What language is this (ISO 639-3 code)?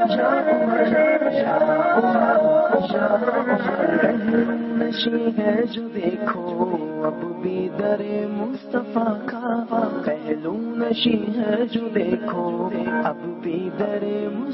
urd